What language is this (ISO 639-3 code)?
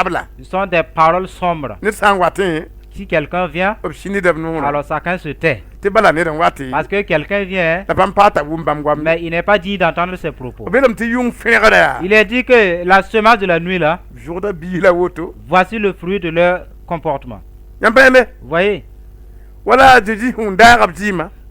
mos